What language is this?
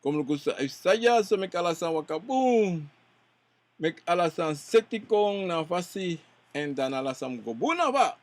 Sranan Tongo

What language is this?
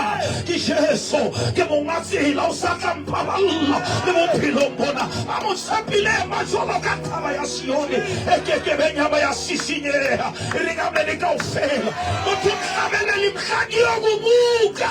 Southern Sotho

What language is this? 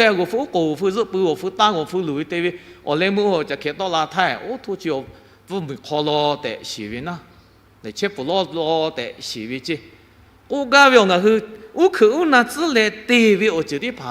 Lahu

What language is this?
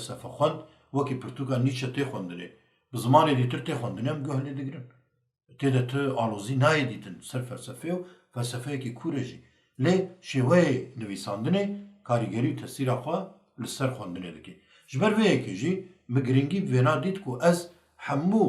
Kurdish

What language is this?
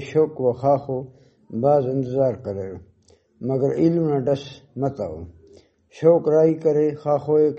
Brahui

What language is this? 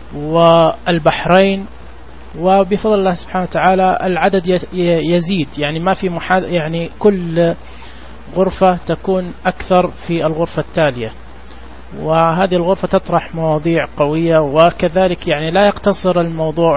Najdi Arabic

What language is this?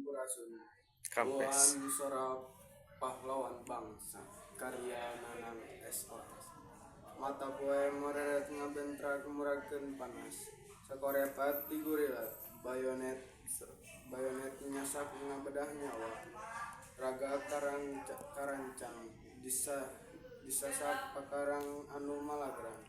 Sundanese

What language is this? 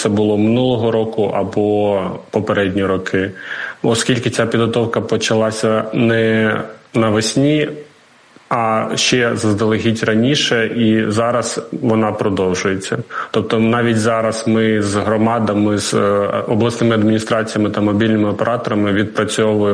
Ukrainian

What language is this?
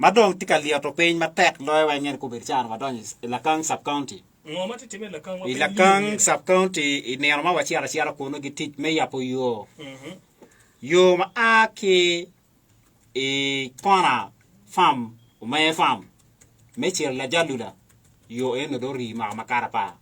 Acoli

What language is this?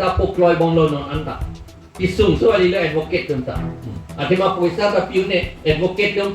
Karbi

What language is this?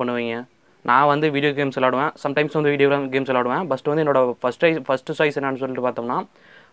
Tamil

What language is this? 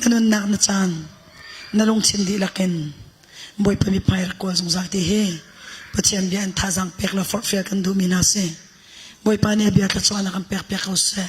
Hakha Chin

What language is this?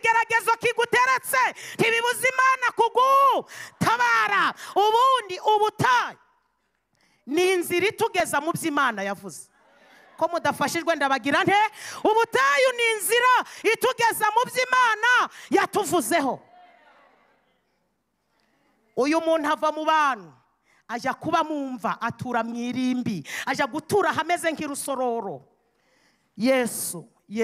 Kinyarwanda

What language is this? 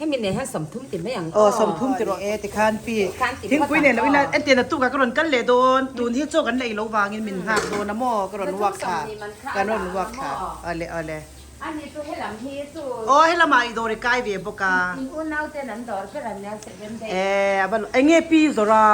Mizo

